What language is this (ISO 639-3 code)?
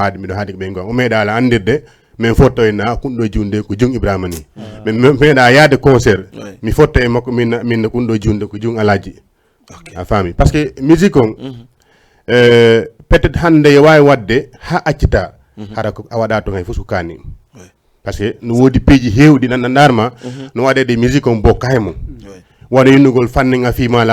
ful